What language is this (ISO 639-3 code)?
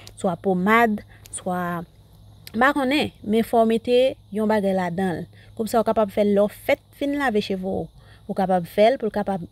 hat